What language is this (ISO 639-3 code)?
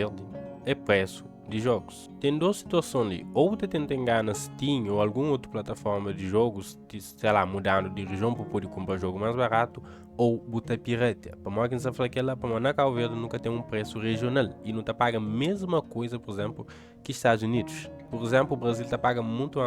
kea